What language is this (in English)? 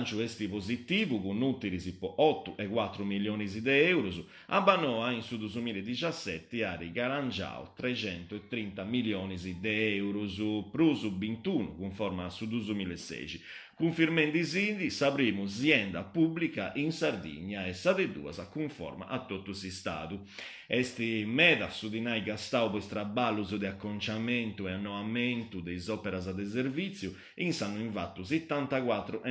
Sardinian